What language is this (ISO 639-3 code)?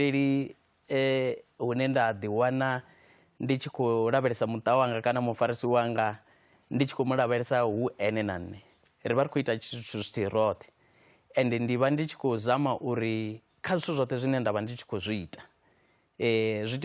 ven